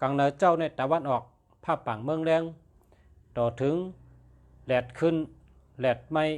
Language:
Shan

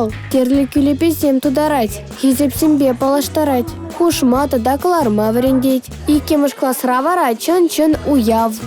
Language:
Chuvash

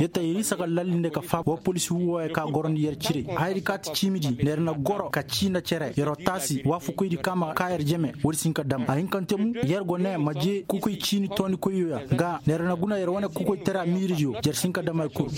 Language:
Koyraboro Senni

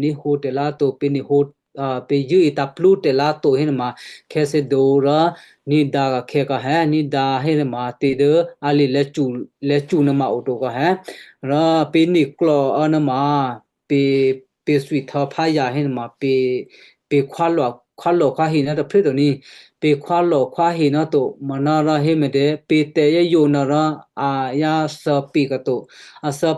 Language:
Western Kayah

